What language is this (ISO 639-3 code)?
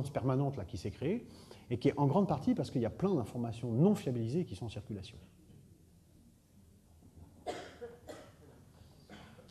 fra